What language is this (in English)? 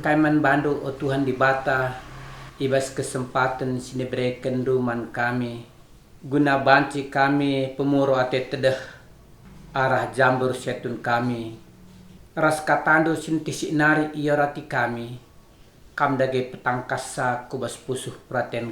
Batak Karo